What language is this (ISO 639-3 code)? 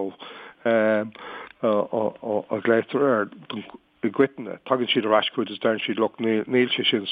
gle